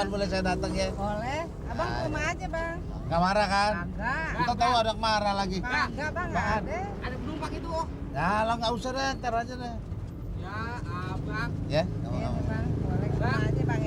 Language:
Betawi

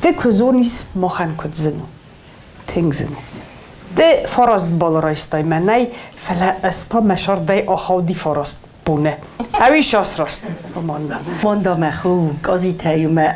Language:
Ossetic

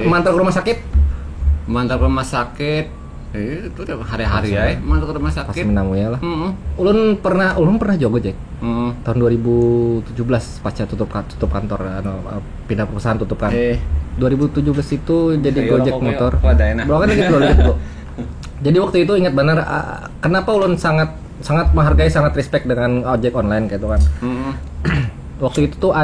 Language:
Banjar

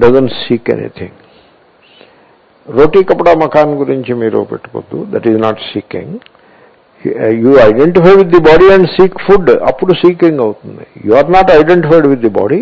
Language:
Telugu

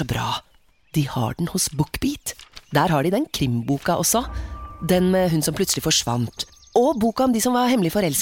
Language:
Norwegian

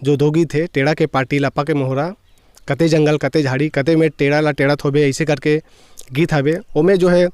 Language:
Chhattisgarhi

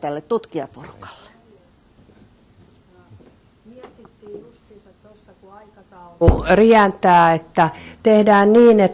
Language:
Finnish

